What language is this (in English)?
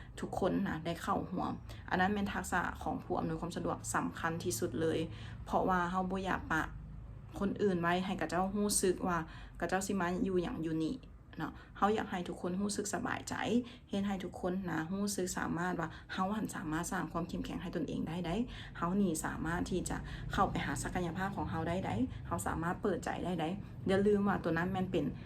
Lao